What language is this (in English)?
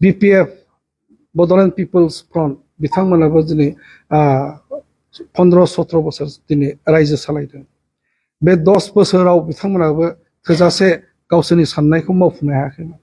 Bodo